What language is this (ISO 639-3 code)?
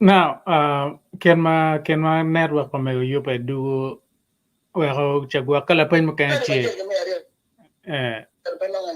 ach